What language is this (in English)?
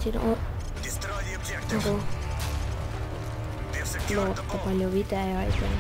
Estonian